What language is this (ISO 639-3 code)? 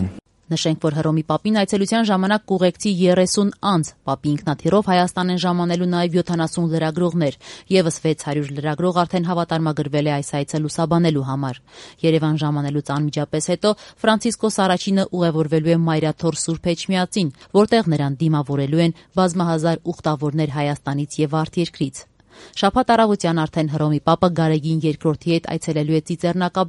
hye